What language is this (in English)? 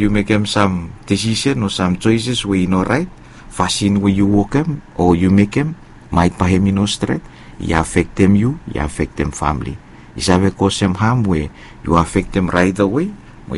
Bislama